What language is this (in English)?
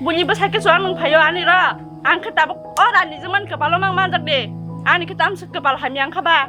Kok Borok